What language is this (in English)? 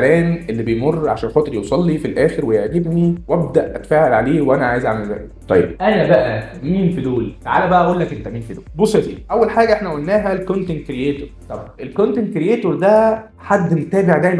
Egyptian Arabic